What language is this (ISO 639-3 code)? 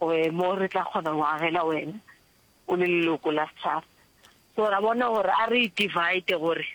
nso